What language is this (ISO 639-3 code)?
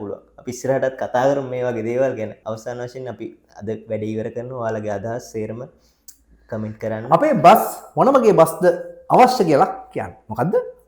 sin